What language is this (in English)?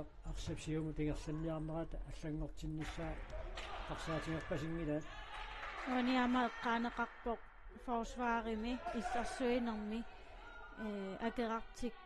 Kalaallisut